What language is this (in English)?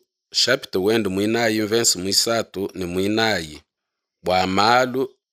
Luba-Lulua